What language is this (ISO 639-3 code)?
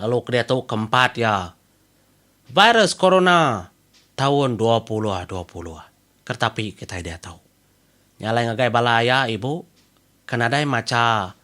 iba